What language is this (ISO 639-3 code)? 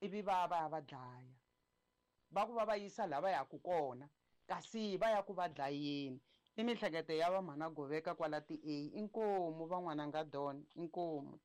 tso